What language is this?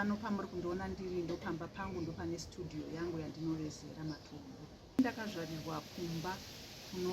Shona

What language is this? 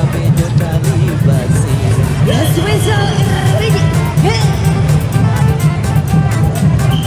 Indonesian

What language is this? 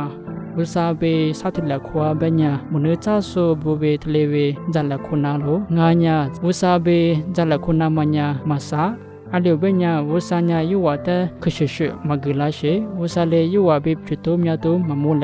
Lisu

